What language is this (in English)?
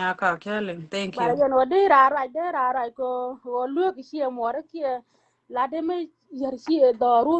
Nuer